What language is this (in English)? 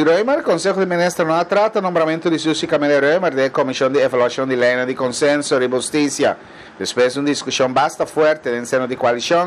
Papiamento